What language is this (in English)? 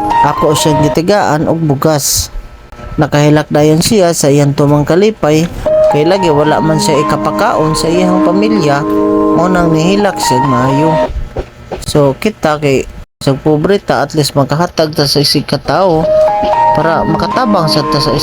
Cebuano